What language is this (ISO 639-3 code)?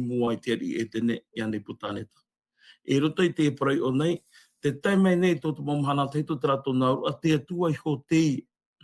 tah